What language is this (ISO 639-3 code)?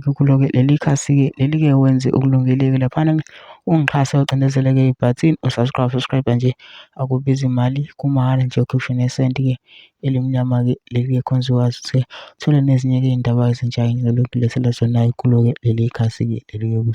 zul